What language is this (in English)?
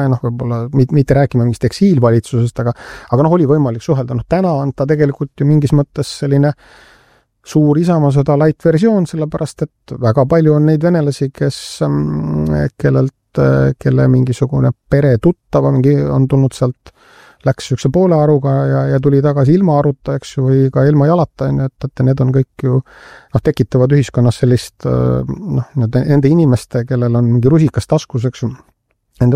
Estonian